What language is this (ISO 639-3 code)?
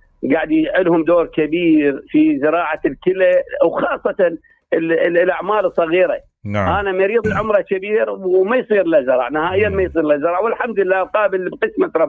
acm